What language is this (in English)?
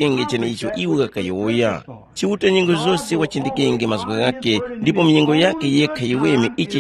Tumbuka